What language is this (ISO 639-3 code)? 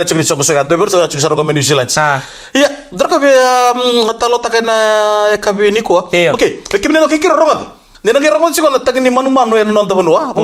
fij